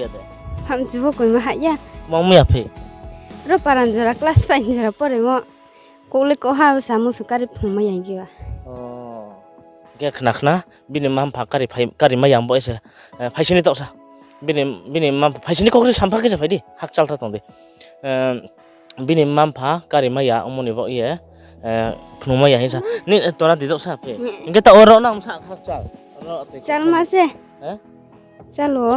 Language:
Riang (India)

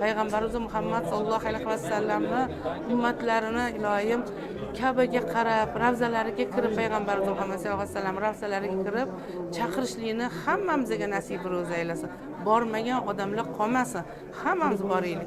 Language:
Uzbek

